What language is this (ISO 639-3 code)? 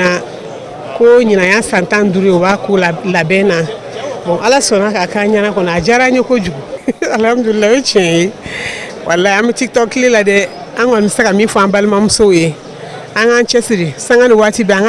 bam